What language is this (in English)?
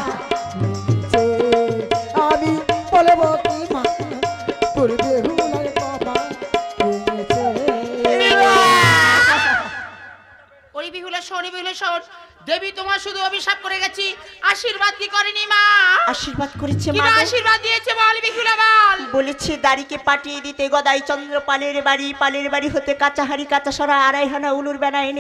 Bangla